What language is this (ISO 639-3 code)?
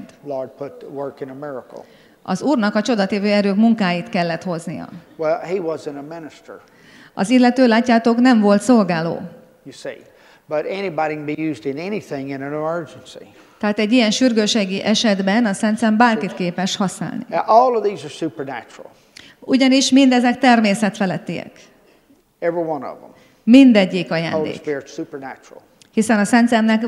hun